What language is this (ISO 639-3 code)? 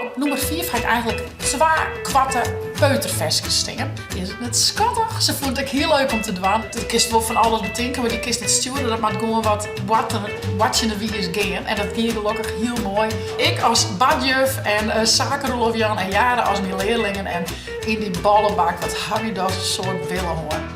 fry